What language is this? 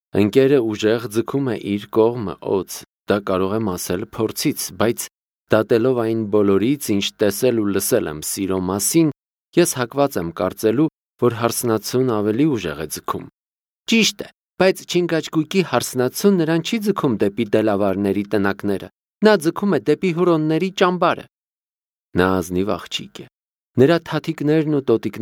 Armenian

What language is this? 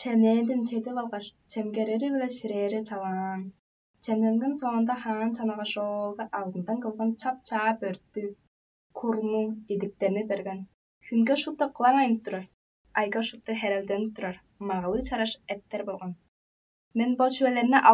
Tuvinian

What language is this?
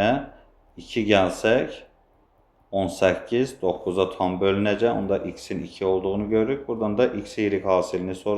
Azerbaijani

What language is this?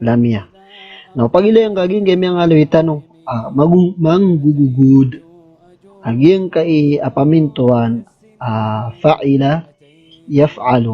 Maranao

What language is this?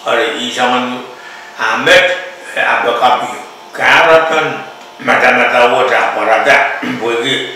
Pohnpeian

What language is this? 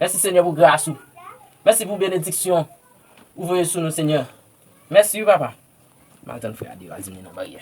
Haitian Creole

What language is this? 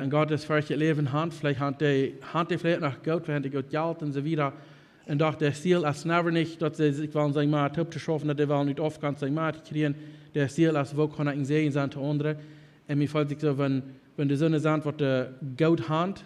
Plautdietsch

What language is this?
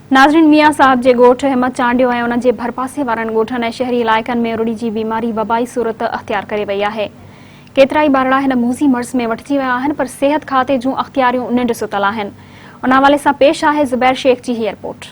Sindhi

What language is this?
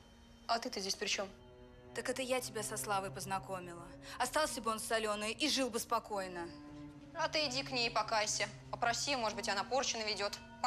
Russian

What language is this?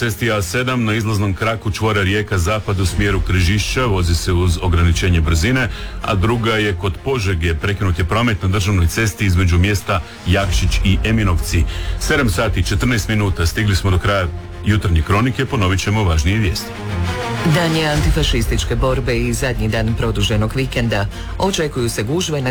Croatian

